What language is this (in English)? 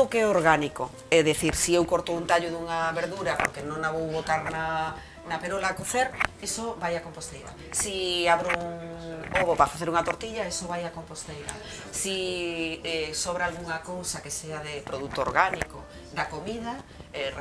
Galician